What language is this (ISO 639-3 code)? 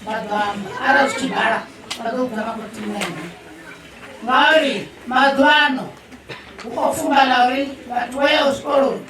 ven